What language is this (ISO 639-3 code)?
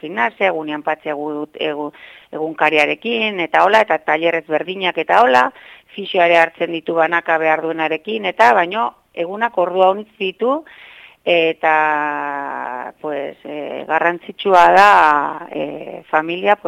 eus